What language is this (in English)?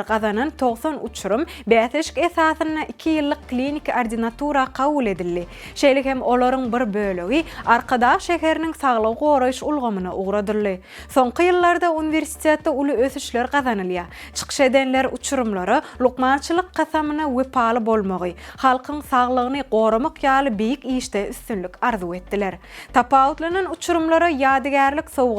Turkmen